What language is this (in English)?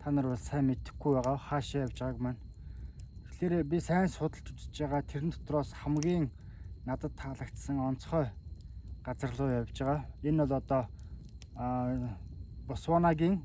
Mongolian